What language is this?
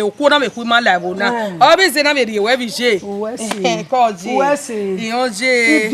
Bini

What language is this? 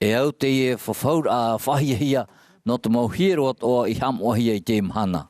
Tahitian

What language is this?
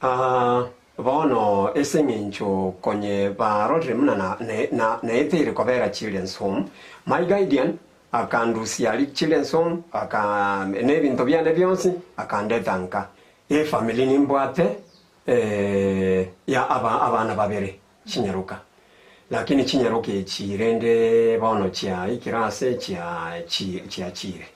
Gusii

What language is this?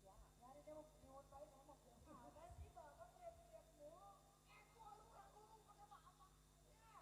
Betawi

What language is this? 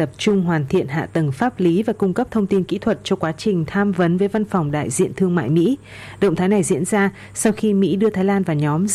Vietnamese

